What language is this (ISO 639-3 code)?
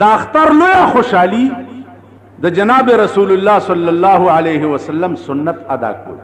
pus